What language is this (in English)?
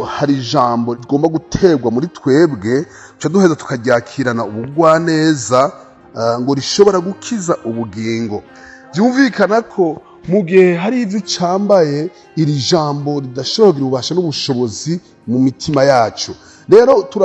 Rundi